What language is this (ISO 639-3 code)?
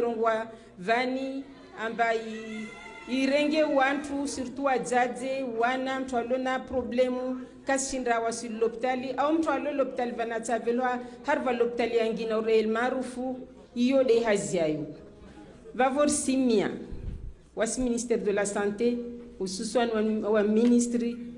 zdj